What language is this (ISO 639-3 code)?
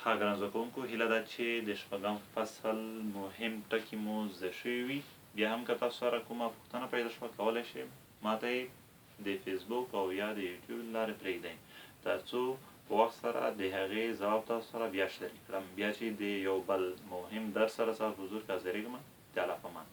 pus